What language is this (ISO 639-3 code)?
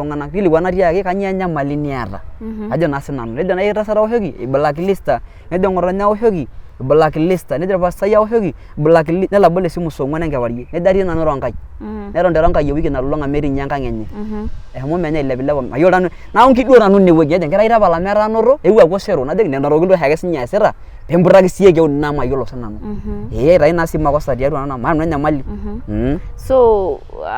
mas